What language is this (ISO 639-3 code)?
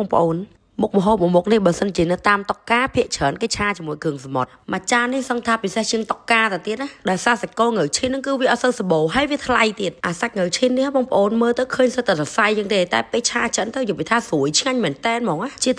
khm